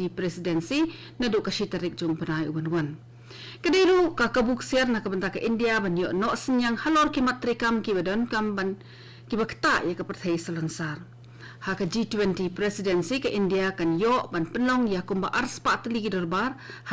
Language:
Khasi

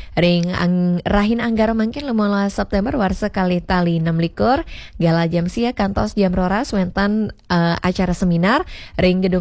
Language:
Balinese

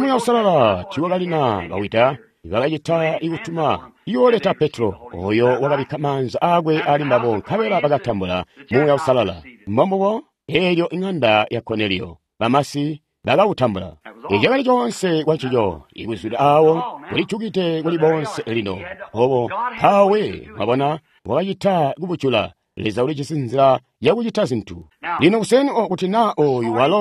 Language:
Tonga (Zambia)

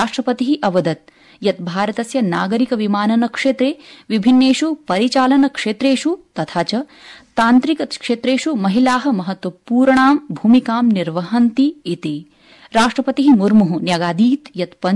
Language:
Sanskrit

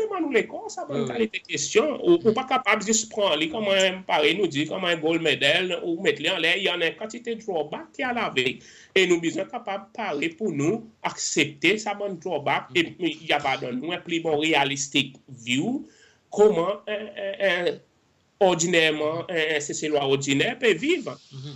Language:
Seselwa Creole French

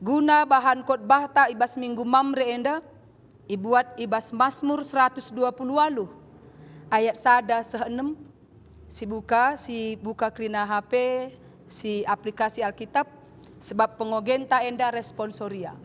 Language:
Batak Karo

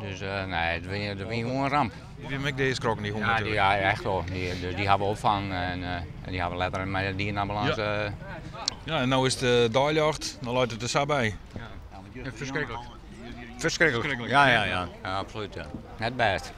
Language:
Western Frisian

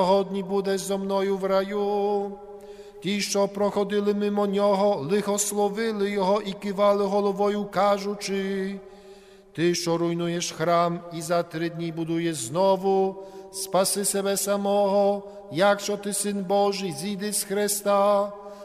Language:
Ukrainian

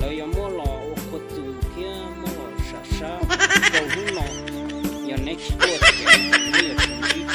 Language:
Hmong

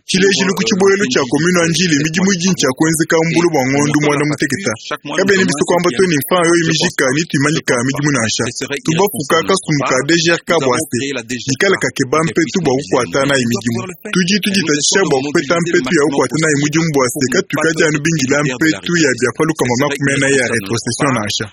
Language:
Luba-Lulua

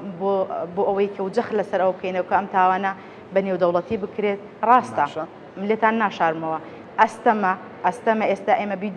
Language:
Central Kurdish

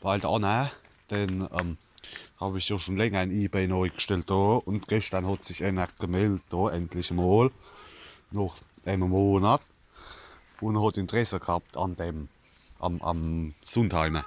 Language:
Palatine German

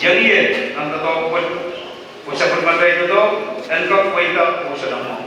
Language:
Pohnpeian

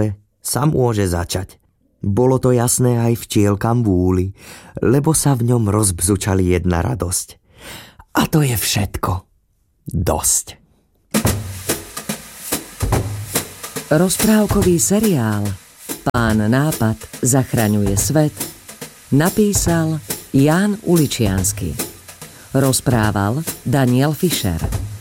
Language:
Slovak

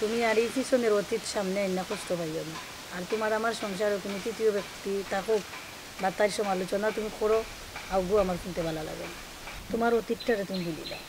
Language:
Sylheti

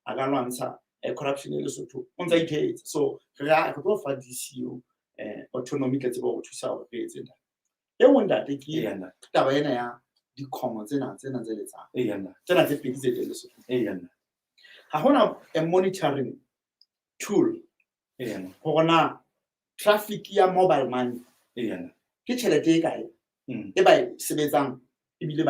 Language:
Southern Sotho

